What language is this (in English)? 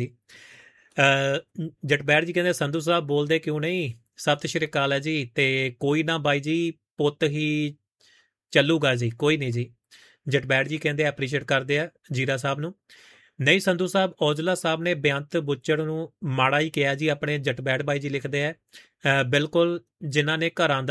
Punjabi